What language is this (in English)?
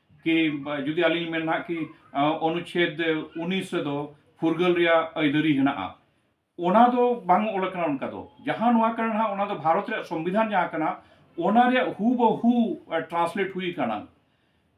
Santali